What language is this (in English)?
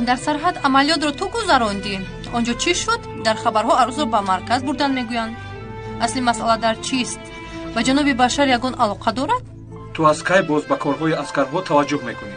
Tajik